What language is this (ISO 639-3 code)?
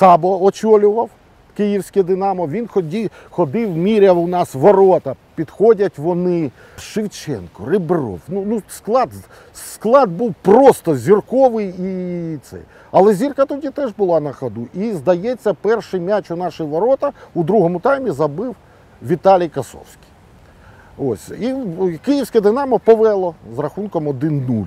ukr